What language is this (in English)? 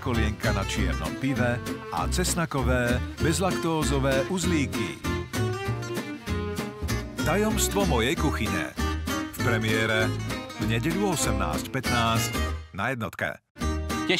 Slovak